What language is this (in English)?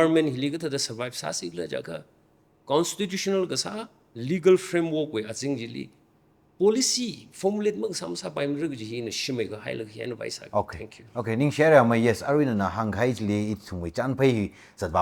Tangkhul Naga (India)